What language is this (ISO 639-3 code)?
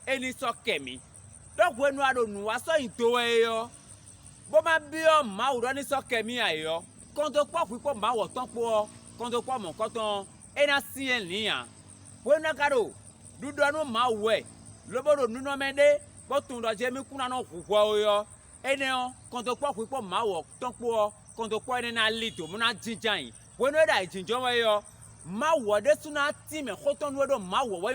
fon